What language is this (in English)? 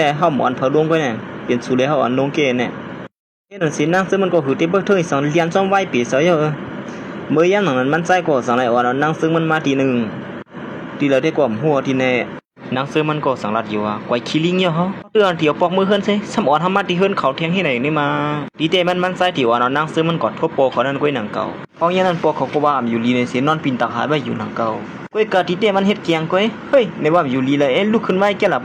Shan